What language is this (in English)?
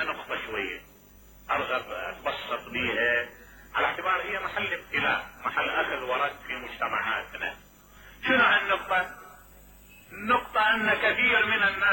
Mesopotamian Arabic